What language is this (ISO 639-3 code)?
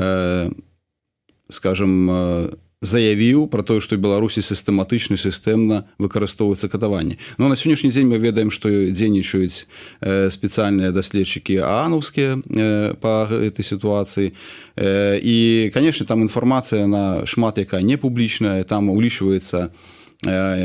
bel